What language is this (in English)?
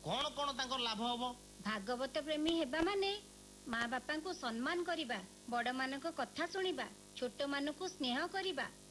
Odia